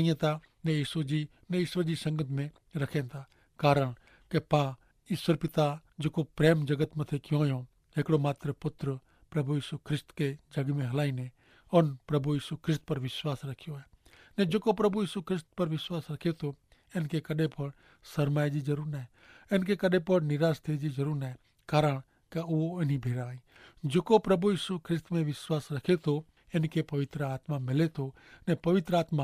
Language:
Kachhi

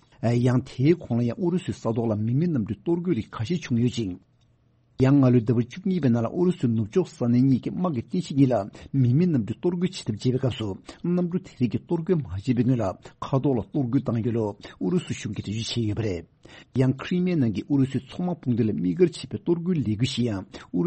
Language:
Tibetan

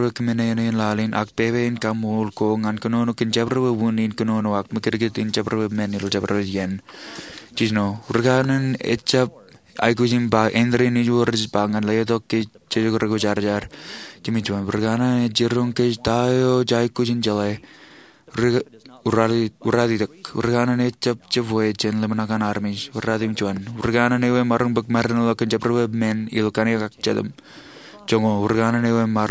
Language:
Marshallese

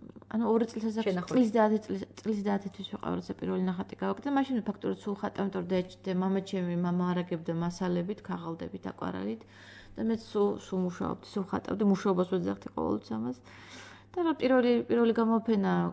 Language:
Georgian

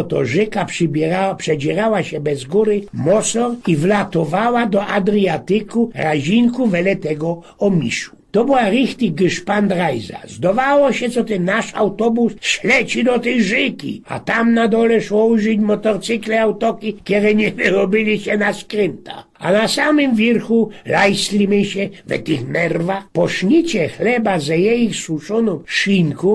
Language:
Silesian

